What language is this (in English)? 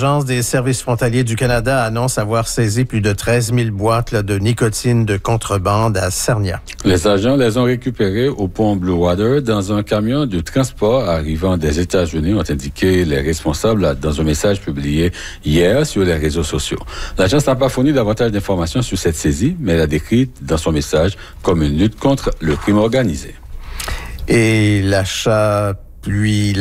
French